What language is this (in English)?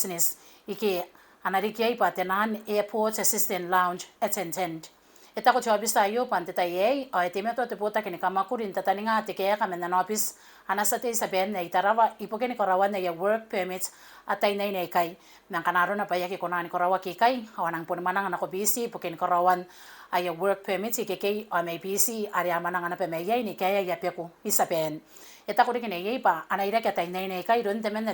Gilbertese